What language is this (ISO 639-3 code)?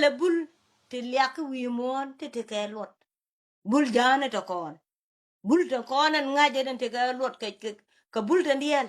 nus